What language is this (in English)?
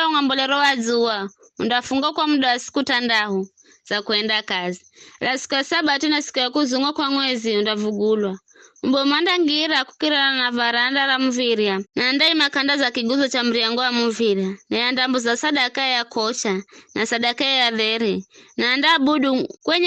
Giryama